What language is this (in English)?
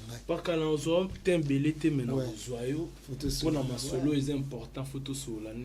Lingala